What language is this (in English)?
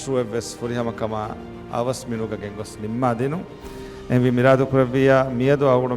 Divehi